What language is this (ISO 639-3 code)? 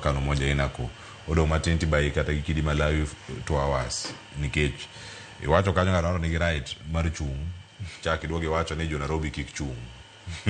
luo